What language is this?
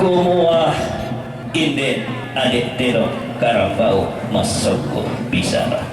Toraja-Sa'dan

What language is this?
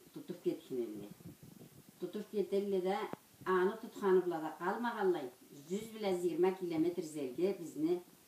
Karachay-Balkar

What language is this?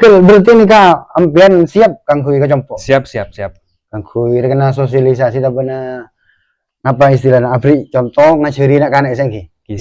Madurese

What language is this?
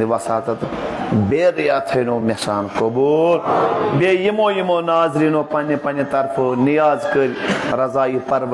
Kashmiri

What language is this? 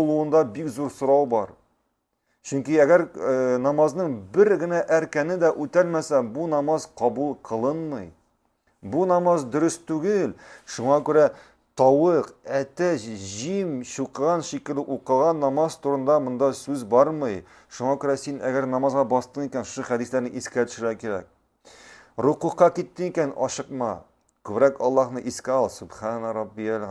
Tatar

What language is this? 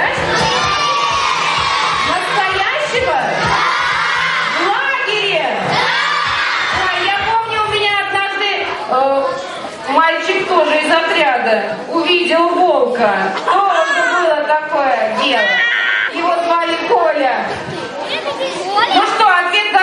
Russian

